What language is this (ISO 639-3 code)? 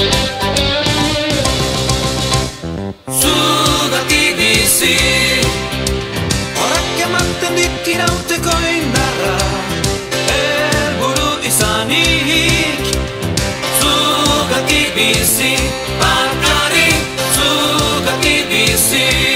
eus